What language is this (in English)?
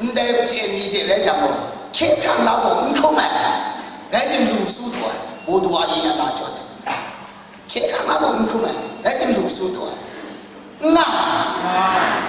Kachin